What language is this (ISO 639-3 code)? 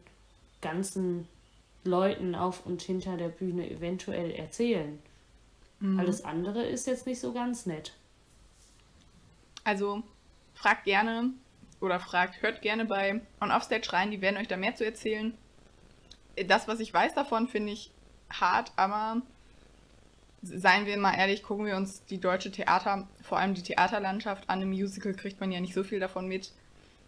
deu